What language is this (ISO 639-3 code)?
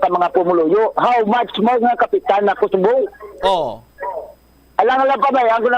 hil